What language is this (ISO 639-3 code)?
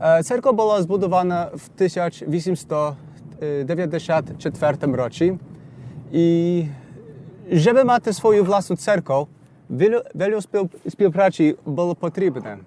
rue